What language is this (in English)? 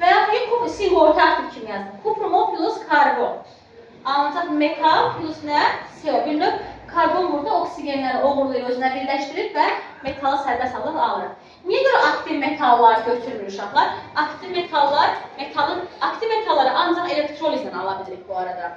Azerbaijani